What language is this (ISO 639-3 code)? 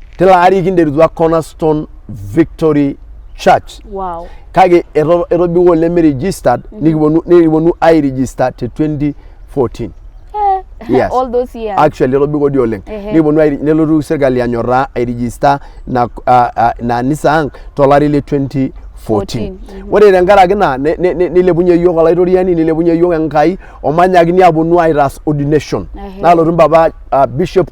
mas